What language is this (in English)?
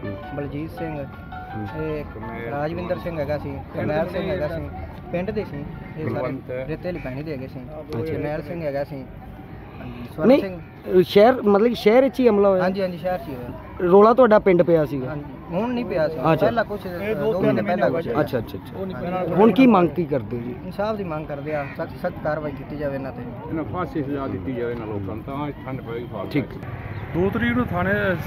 Punjabi